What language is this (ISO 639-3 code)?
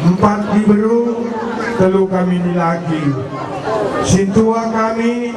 btx